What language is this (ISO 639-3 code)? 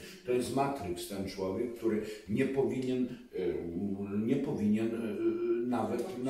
pol